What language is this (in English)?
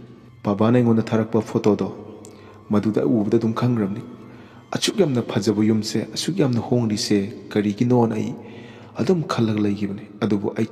Manipuri